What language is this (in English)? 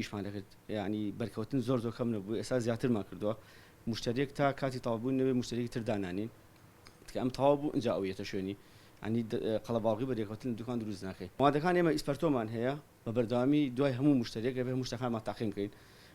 Central Kurdish